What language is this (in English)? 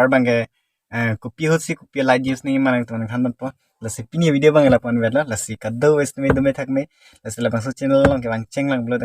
Karbi